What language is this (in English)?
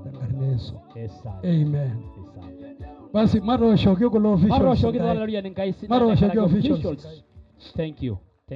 Masai